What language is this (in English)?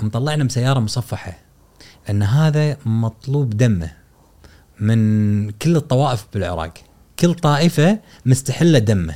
Gulf Arabic